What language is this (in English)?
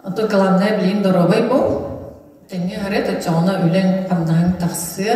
Yakut